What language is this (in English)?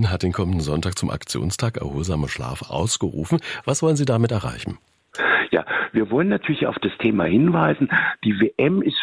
German